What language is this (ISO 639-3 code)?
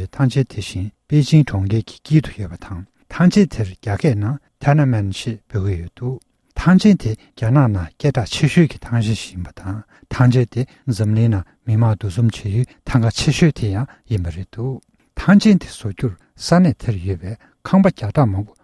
bod